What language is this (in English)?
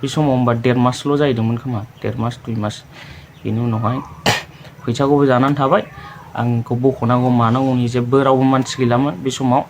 Bodo